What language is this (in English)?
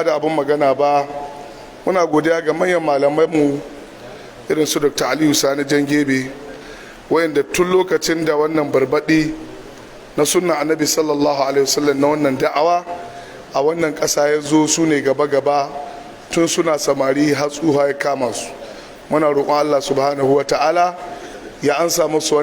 Hausa